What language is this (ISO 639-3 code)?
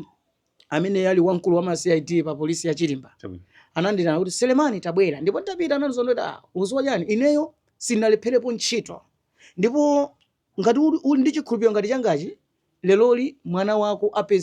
nya